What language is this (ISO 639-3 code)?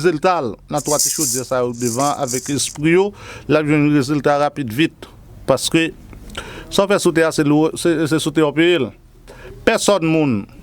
hat